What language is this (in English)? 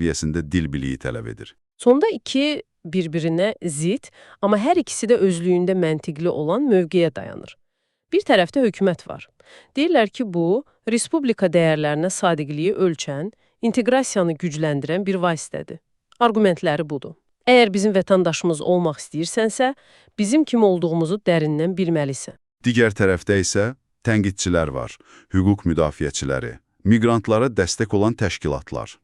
Azerbaijani